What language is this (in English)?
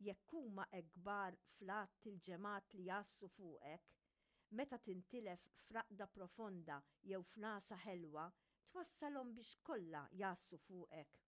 Maltese